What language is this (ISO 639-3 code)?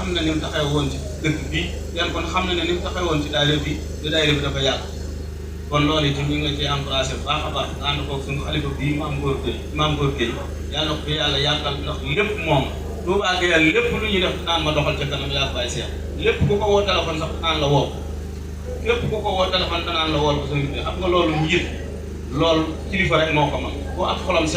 wol